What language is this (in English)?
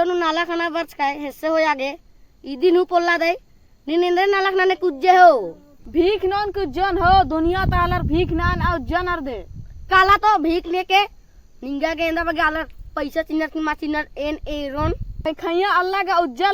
Kurukh